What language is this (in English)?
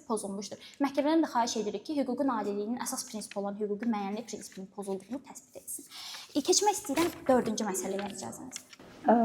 Azerbaijani